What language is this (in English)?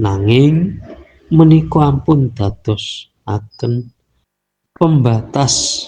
Javanese